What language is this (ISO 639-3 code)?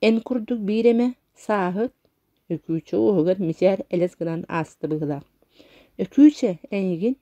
sah